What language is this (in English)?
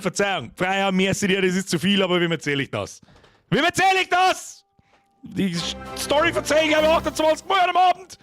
Bavarian